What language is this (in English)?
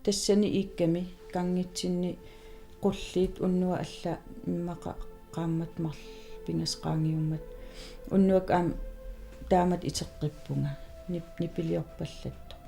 Kalaallisut